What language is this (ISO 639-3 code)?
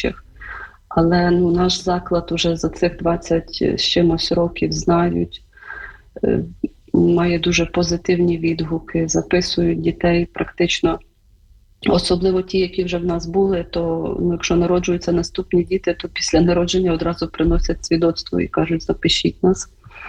ukr